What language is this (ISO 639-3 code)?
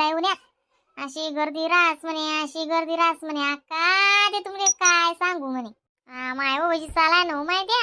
khn